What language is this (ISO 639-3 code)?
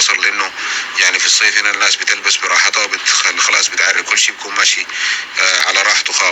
apc